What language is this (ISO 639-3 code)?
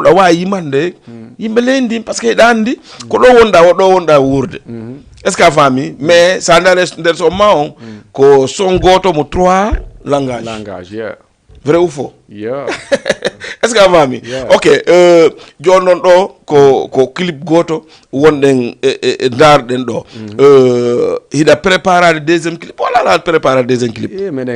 ful